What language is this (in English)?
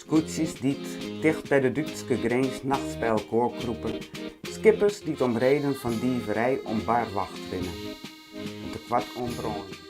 Western Frisian